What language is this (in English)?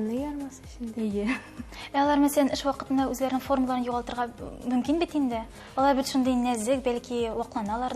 Tatar